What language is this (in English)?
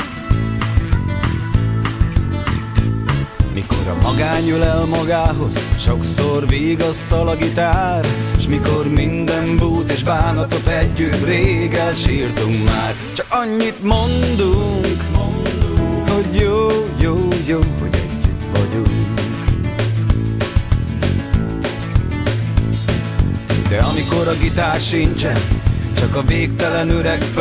Hungarian